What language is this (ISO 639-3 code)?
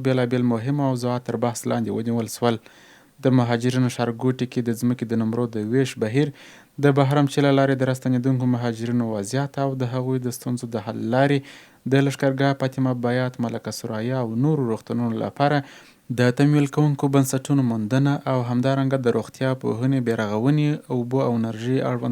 pus